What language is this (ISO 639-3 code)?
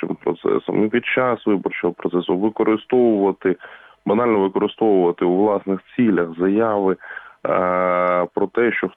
ukr